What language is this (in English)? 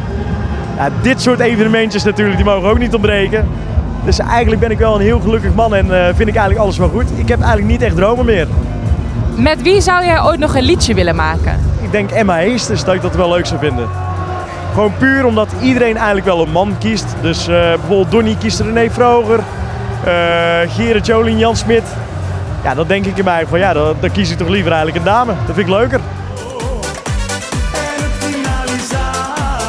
Dutch